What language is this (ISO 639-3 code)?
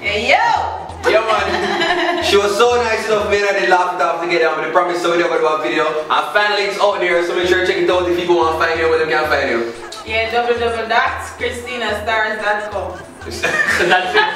jam